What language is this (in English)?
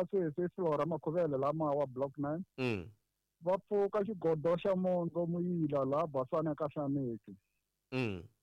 Tsonga